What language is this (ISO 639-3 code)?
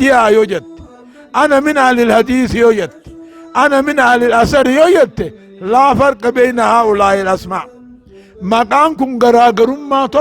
orm